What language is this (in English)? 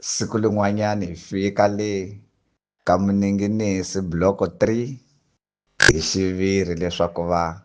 Tsonga